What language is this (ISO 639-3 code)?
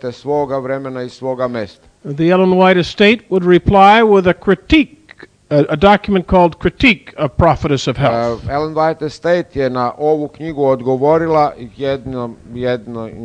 srp